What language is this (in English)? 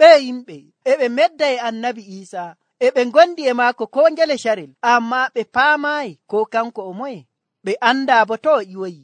Nigerian Fulfulde